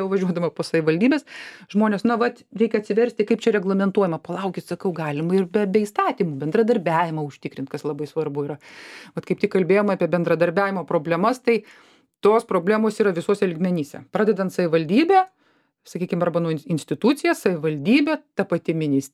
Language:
Lithuanian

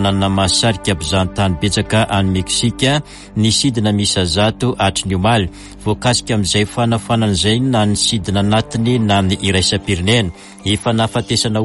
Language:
Malagasy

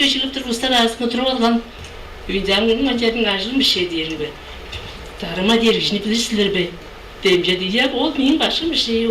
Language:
Tuvinian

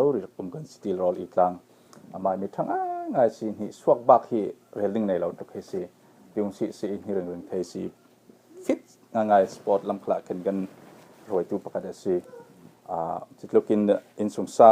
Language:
Falam Chin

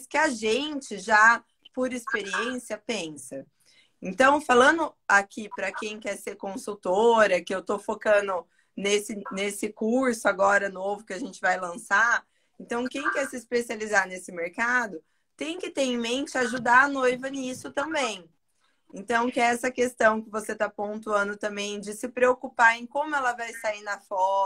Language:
Portuguese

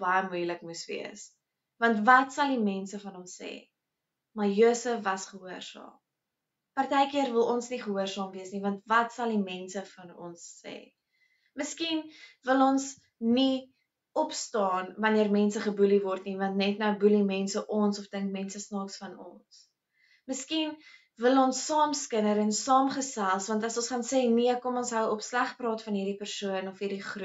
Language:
Afrikaans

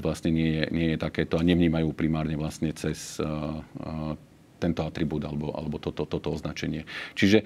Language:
Slovak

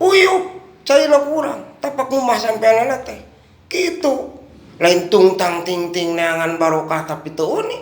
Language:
Sundanese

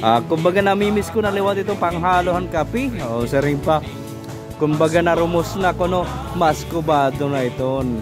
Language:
Waray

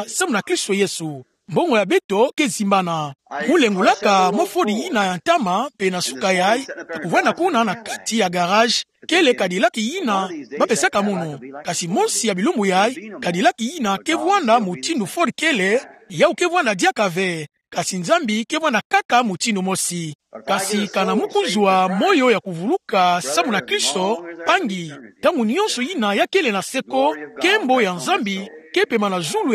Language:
Kituba (Democratic Republic of Congo)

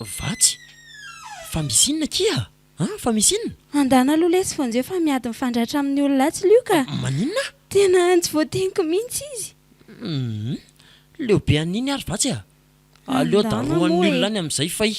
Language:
Malagasy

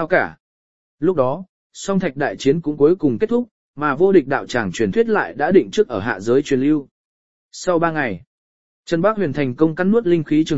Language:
Vietnamese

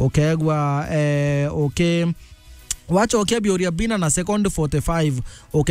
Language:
Meru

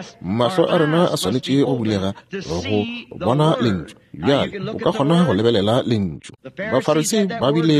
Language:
Northern Sotho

